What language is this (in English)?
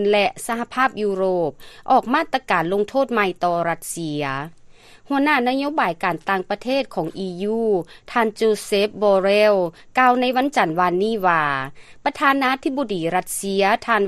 Lao